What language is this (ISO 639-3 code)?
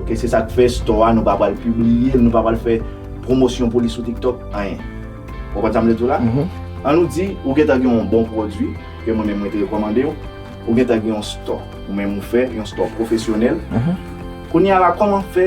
hat